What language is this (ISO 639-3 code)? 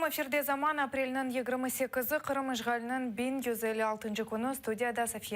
crh